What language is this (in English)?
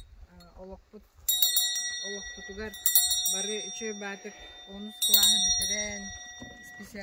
Yakut